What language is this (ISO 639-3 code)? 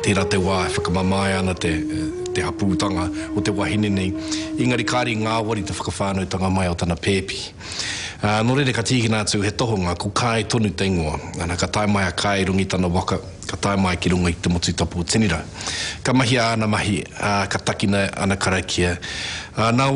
mri